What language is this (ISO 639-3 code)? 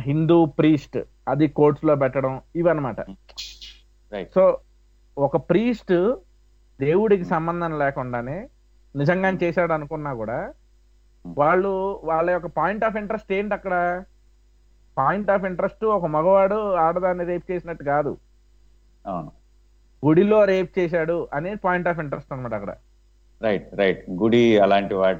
tel